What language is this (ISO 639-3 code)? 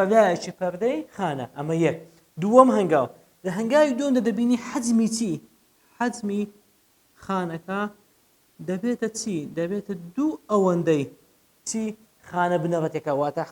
ckb